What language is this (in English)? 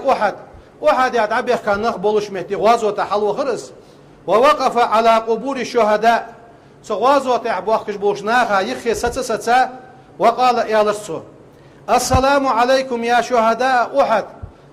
Ingush